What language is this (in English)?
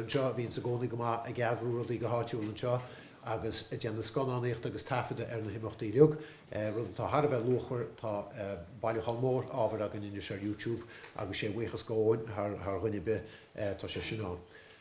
Irish